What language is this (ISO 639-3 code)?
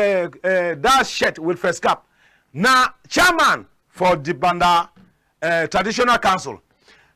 wes